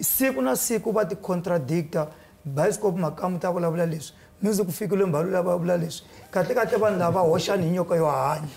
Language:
Tsonga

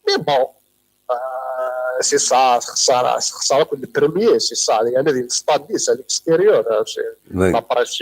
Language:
Kabyle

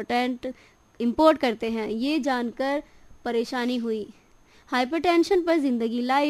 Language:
Hindi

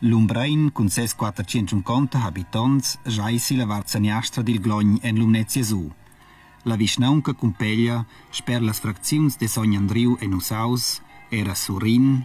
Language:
Romansh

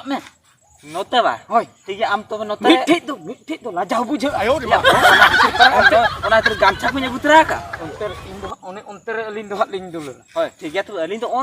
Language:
Santali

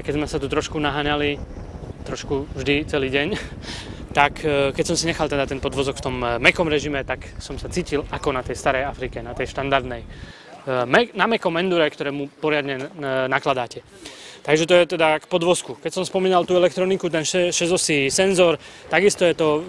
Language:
Slovak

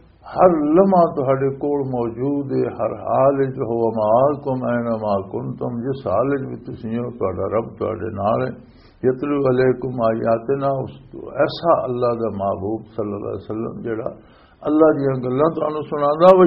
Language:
Western Panjabi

